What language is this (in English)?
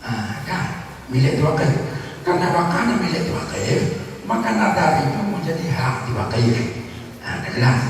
Achinese